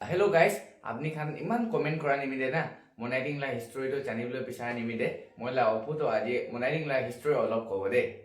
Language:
Naga Pidgin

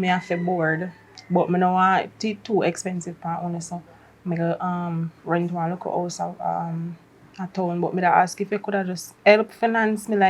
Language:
Jamaican Creole English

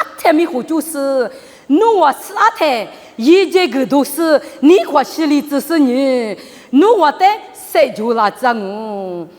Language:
Lisu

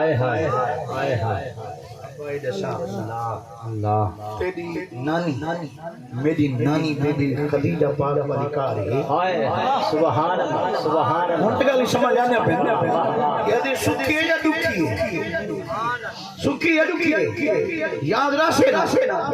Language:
Saraiki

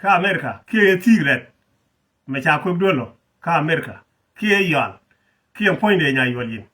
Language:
Nuer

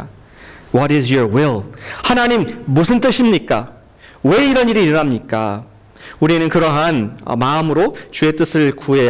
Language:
Korean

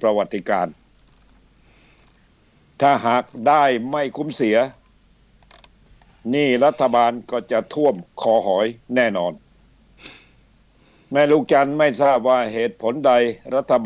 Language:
Thai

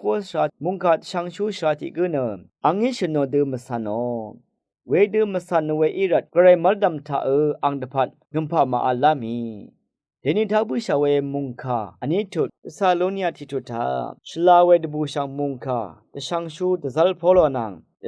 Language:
Rawang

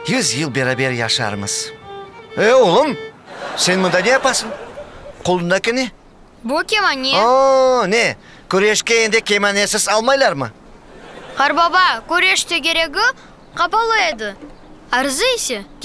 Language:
Crimean Tatar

